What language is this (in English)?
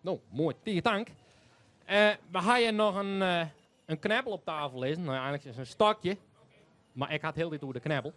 Western Frisian